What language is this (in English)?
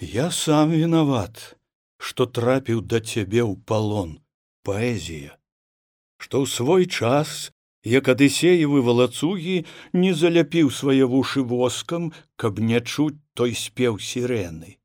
Belarusian